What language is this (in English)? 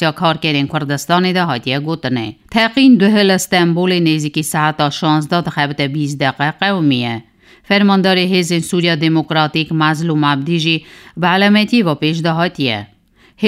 Kurdish